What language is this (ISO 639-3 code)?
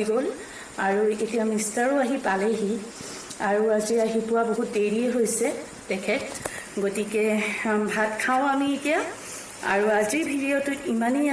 asm